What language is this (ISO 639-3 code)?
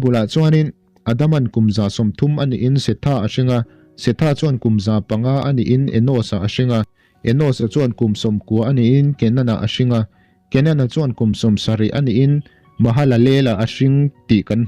lus